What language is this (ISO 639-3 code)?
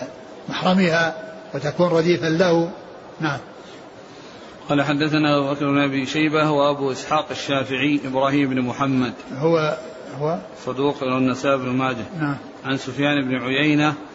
ara